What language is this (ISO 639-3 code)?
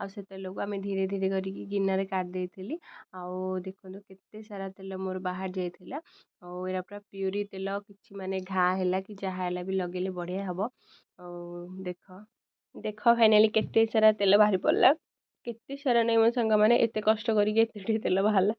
ori